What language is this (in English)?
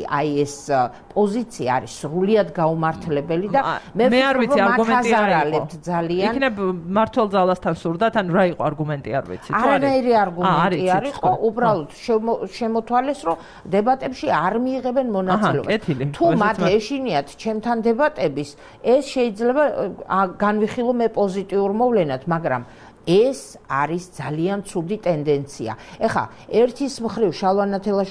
Georgian